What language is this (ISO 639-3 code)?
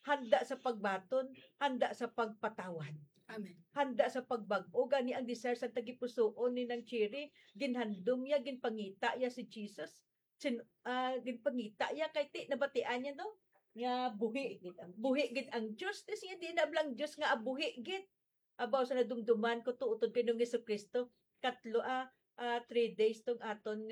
hil